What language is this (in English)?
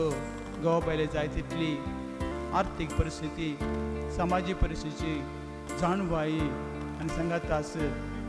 Konkani